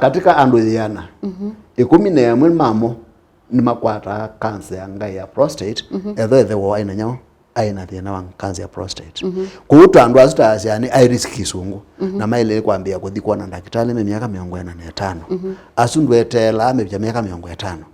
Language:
Kamba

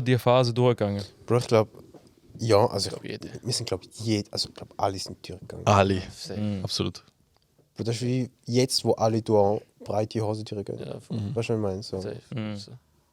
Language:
Swiss German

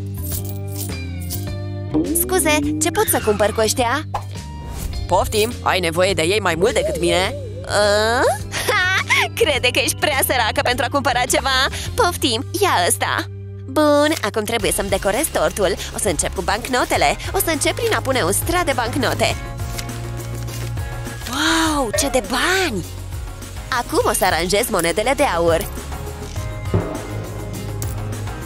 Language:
Romanian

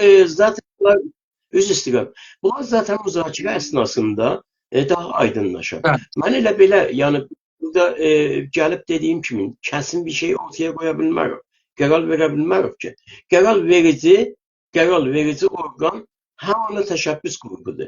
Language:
South Azerbaijani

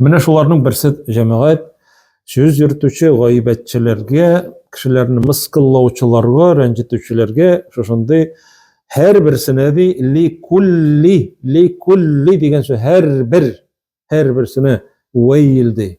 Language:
Tatar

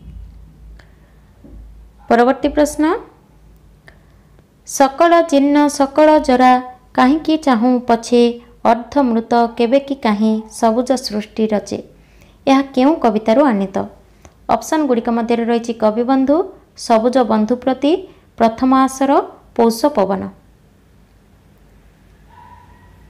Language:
Odia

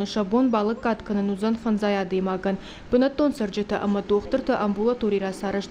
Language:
Ossetic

